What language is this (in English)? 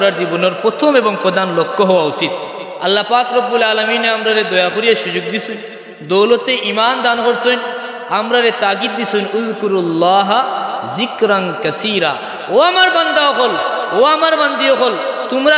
Sylheti